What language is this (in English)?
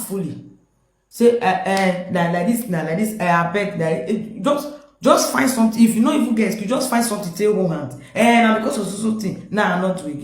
Nigerian Pidgin